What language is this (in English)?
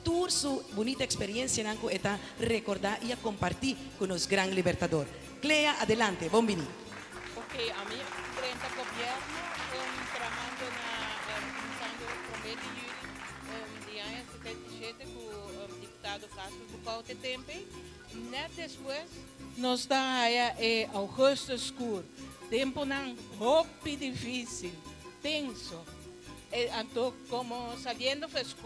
Papiamento